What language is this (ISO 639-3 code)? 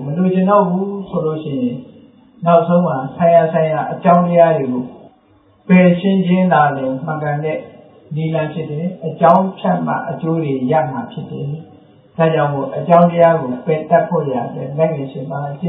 mya